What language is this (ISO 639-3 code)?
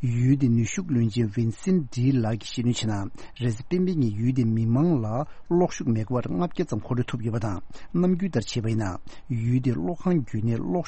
bod